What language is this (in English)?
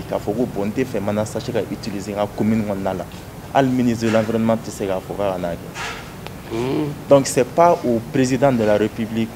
Bambara